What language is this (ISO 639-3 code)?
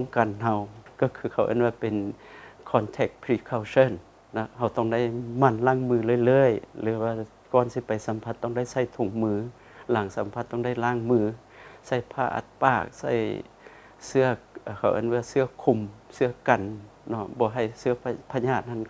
lao